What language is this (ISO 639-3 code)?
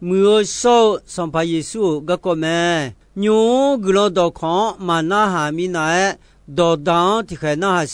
ahk